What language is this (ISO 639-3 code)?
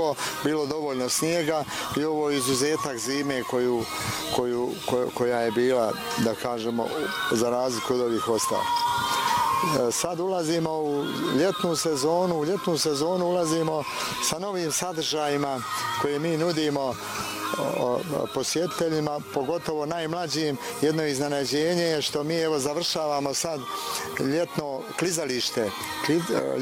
bos